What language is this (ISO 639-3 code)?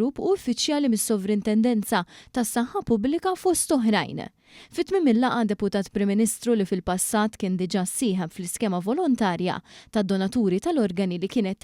mlt